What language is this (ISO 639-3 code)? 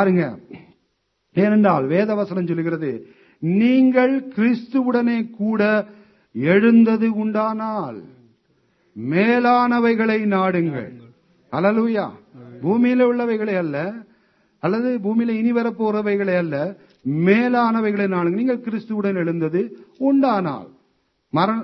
tam